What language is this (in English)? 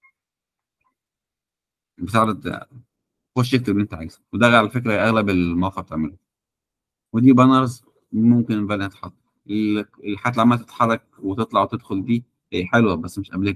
Egyptian Arabic